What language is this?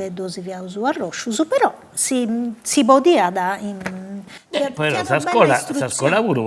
Sardinian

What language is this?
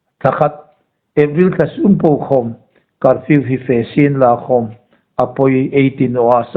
Hmar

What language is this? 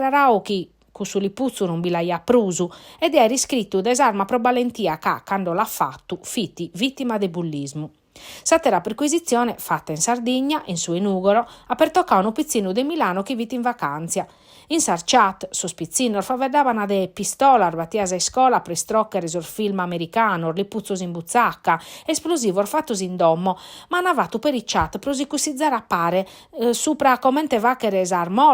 Sardinian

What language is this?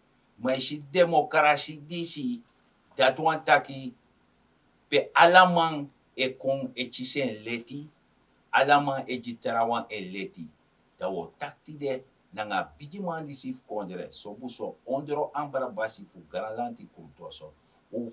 Sranan Tongo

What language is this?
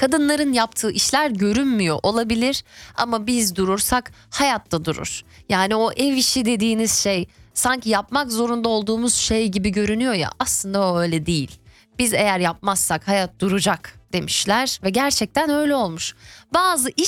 Turkish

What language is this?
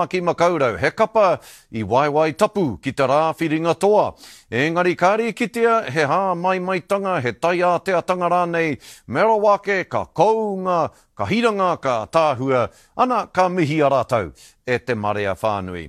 Māori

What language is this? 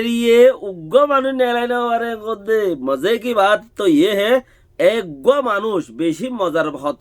Rohingya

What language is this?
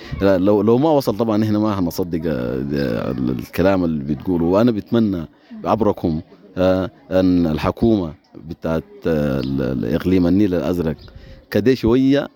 Sudanese Arabic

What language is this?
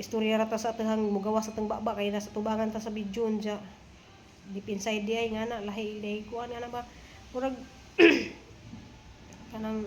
Cebuano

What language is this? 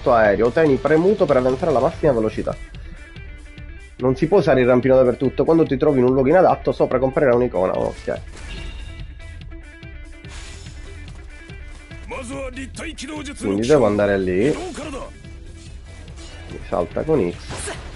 Italian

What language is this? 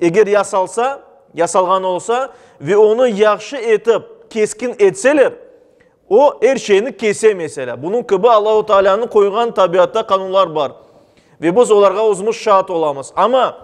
Crimean Tatar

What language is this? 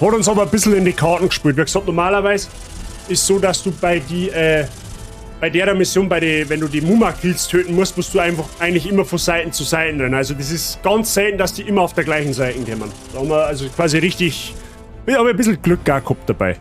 Bavarian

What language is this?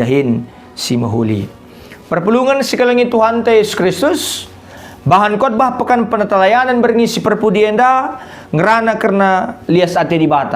Batak Karo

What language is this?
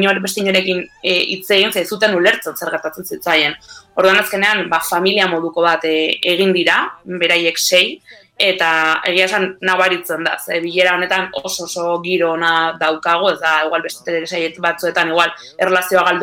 Basque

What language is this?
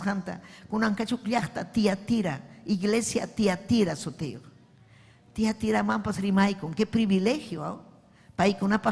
Ayacucho Quechua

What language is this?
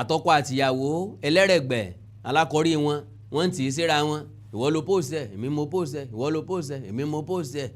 Yoruba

